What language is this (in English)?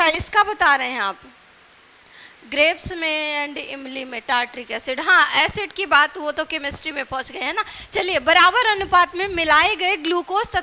Hindi